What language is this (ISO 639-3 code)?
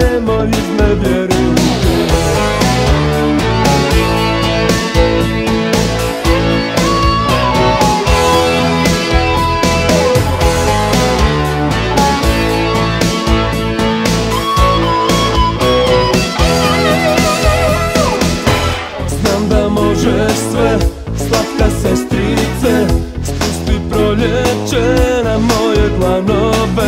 hrv